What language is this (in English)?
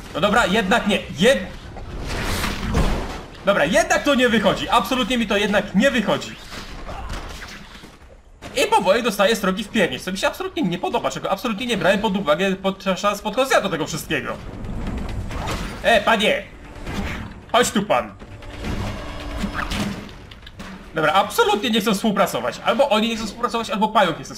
Polish